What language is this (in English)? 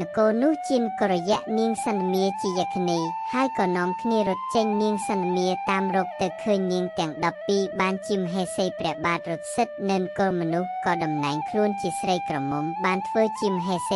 Khmer